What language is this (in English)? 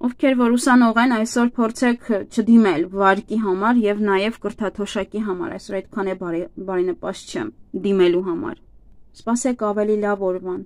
Armenian